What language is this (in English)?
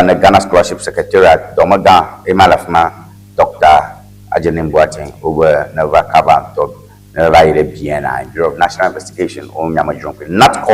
Ewe